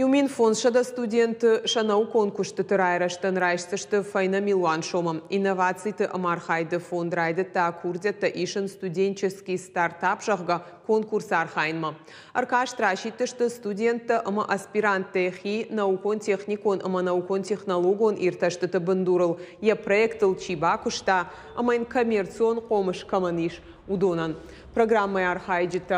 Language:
Ossetic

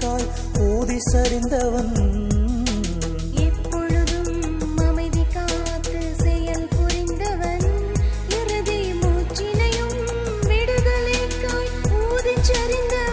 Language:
Tamil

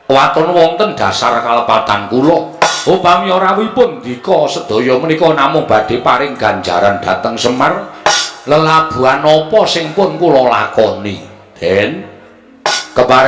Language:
Javanese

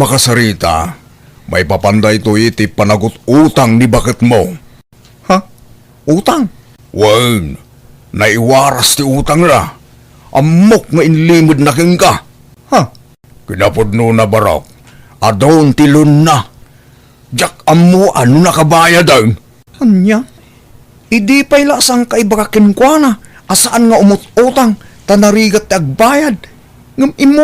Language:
Iloko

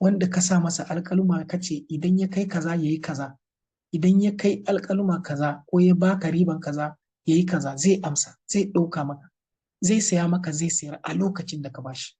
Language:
Hausa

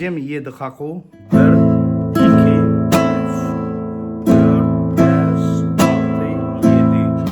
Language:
Turkmen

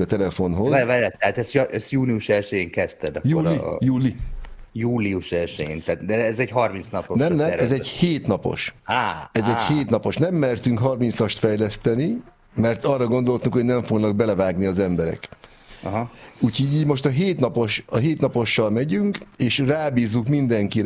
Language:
Hungarian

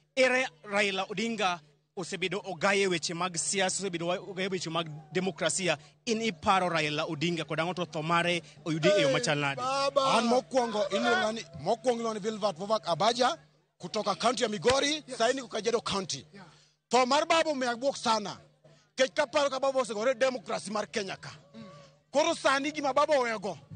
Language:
Luo (Kenya and Tanzania)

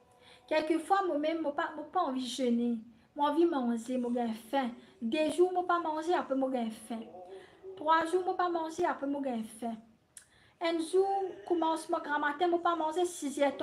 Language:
Morisyen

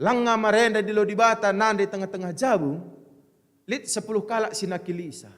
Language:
Batak Karo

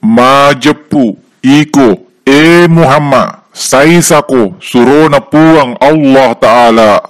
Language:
Buginese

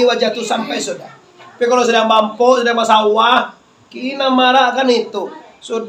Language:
Minangkabau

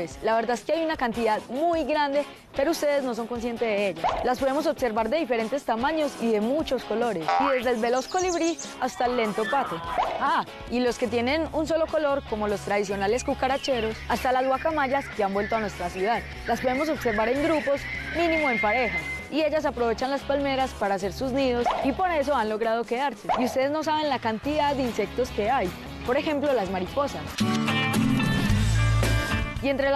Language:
Spanish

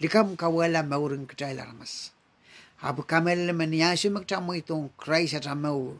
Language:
Pohnpeian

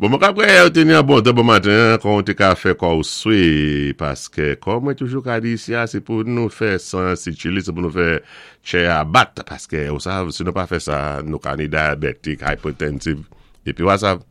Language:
Saint Lucian Creole French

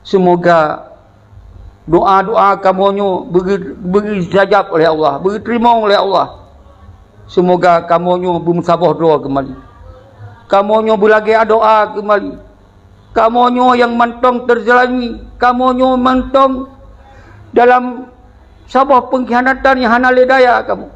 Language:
Achinese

